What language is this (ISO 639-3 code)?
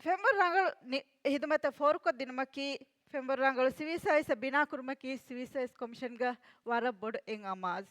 div